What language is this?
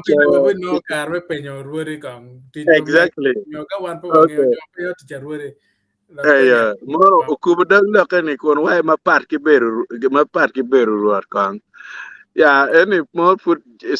Acoli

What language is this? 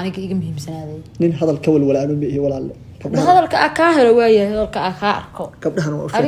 Somali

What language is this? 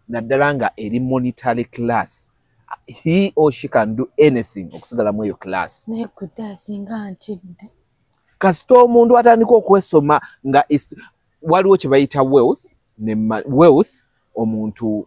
Ganda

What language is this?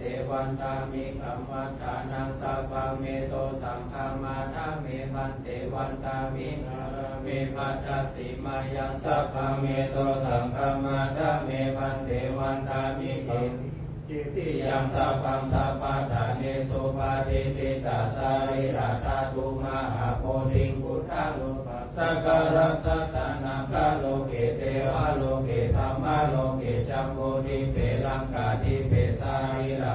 Pali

